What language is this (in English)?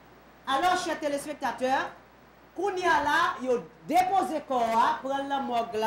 French